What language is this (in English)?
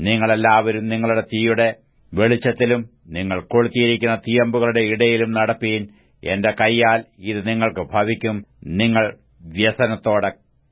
Malayalam